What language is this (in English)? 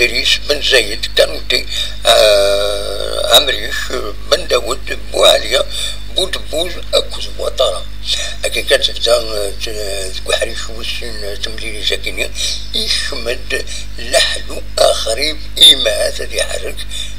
Kabyle